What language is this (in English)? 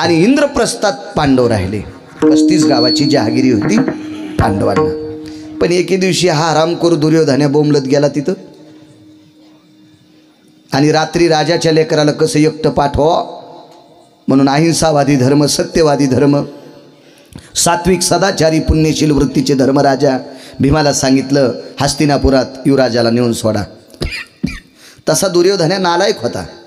Marathi